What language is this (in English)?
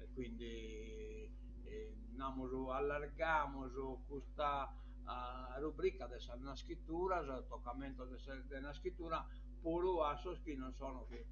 Sardinian